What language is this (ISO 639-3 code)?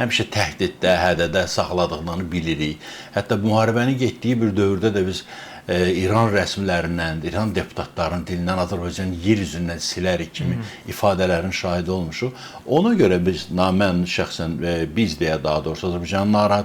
aze